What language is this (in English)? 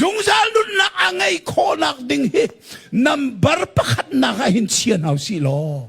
Hakha Chin